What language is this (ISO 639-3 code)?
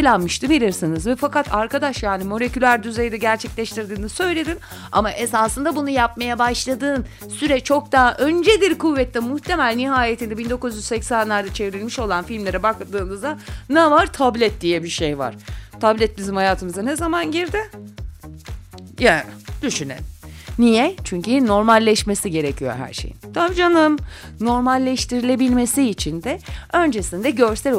tur